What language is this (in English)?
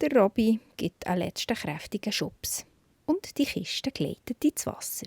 Swiss German